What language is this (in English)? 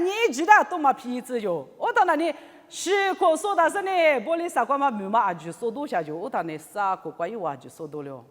Lisu